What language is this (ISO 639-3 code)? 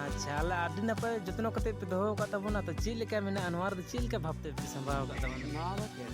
sat